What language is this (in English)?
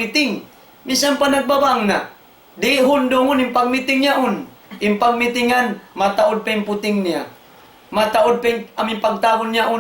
Tausug